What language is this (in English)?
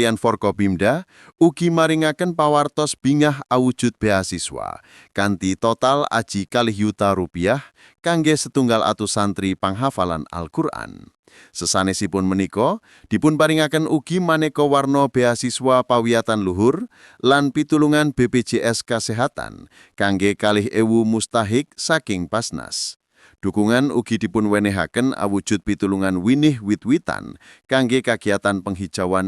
Javanese